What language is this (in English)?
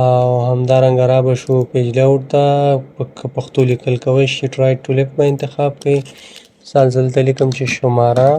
Pashto